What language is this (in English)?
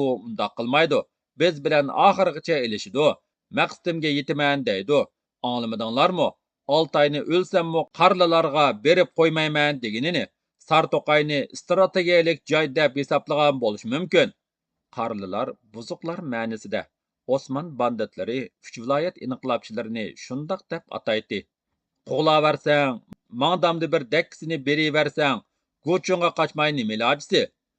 Uyghur